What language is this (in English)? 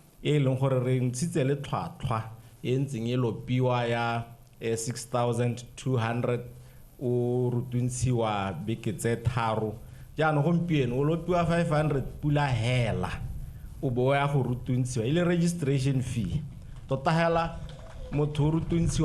Tswana